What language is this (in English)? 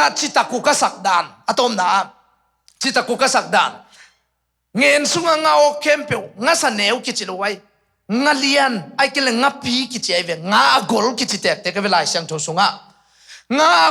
Tedim Chin